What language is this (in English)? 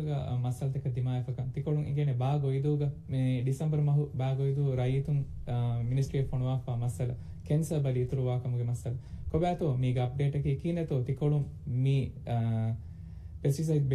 Divehi